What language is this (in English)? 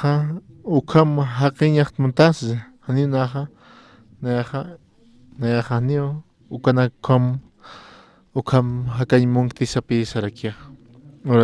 Aymara